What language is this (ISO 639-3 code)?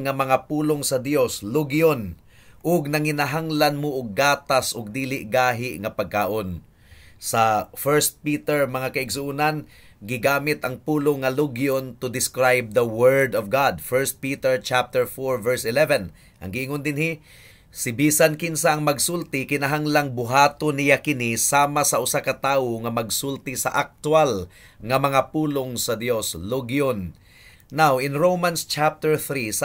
ceb